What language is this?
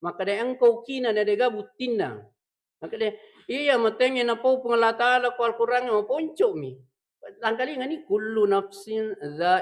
Buginese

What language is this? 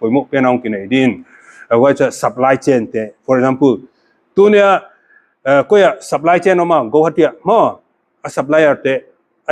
Paite Chin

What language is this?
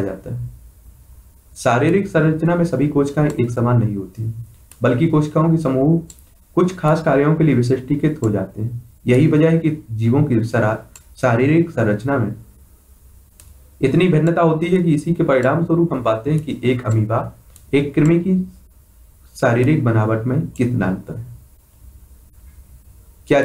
Hindi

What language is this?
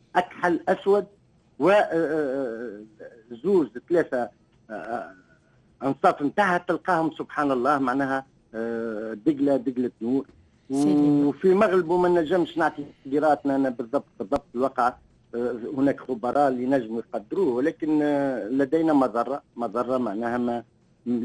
Tunisian Arabic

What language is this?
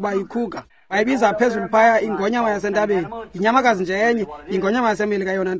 Xhosa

